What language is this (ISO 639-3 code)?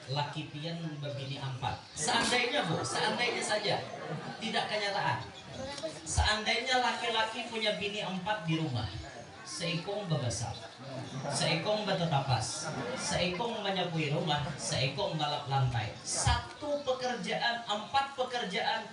bjn